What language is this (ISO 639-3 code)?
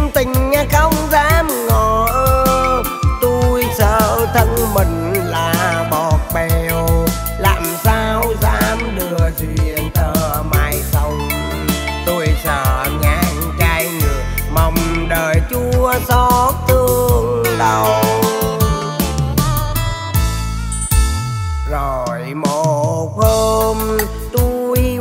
vie